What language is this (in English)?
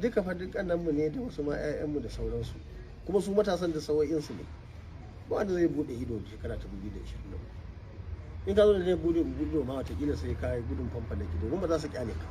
Hausa